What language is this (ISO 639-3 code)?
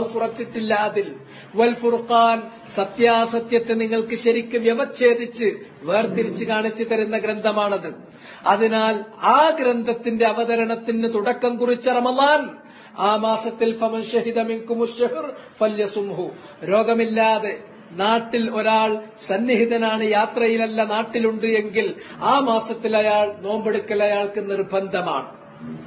mal